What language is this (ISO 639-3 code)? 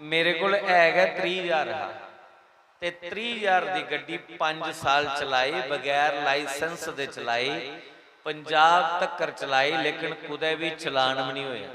doi